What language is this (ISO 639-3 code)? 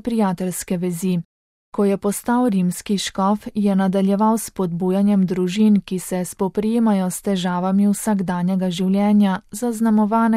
slv